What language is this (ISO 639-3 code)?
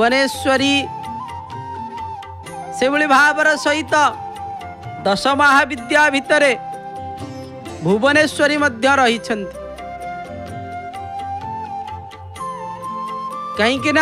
ori